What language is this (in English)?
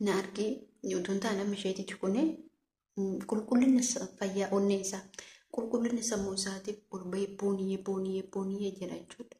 Oromo